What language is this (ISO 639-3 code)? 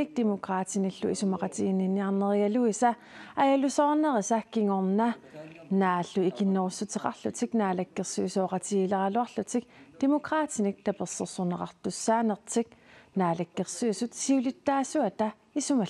kal